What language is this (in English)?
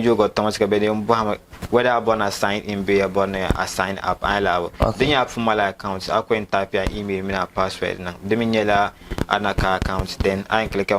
Dagbani